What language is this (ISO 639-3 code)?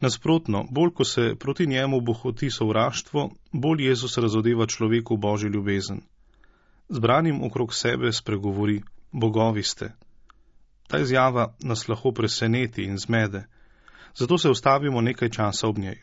slv